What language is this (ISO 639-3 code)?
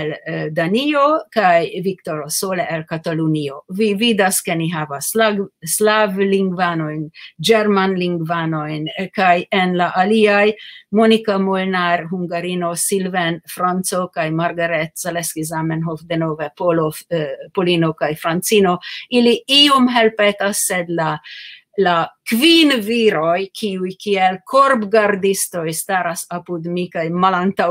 epo